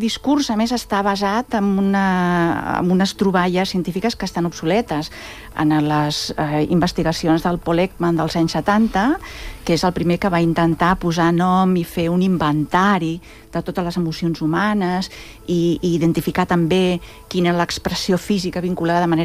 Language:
Catalan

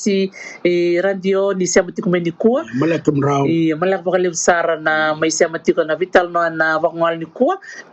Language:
Fijian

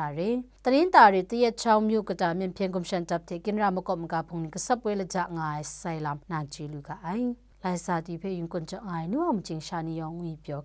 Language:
Kachin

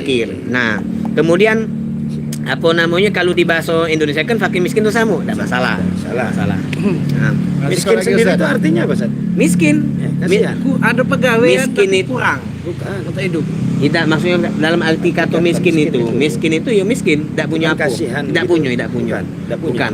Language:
Musi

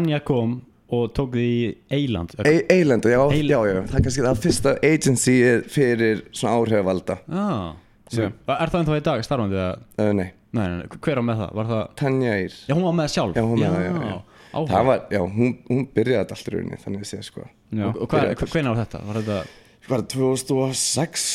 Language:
Icelandic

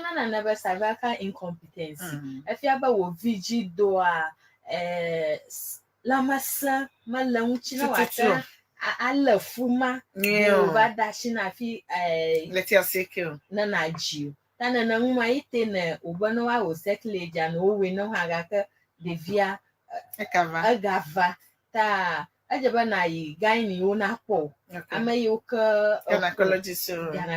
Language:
Ewe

